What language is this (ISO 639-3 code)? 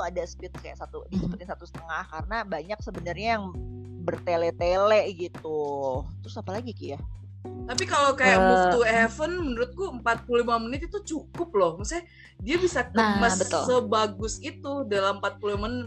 ind